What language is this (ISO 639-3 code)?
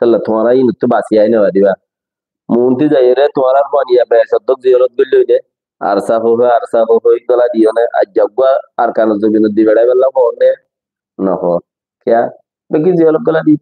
rhg